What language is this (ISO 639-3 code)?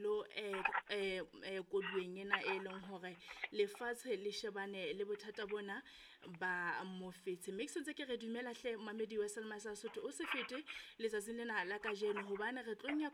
sot